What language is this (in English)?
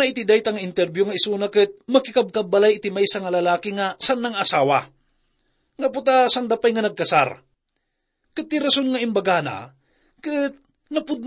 Iloko